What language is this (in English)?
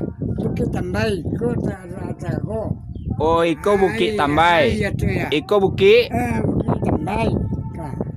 Minangkabau